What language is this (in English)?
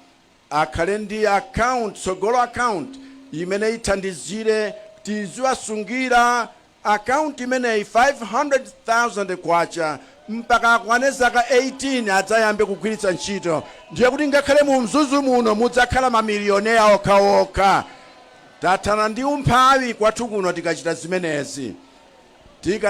Nyanja